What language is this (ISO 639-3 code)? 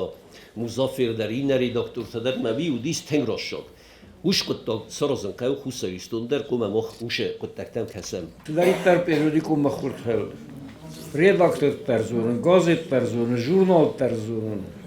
oss